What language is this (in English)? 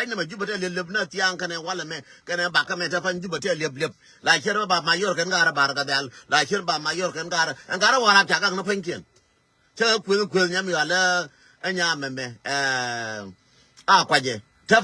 Nuer